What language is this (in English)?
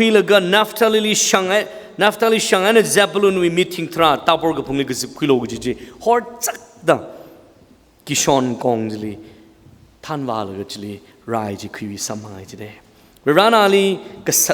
Tangkhul Naga (India)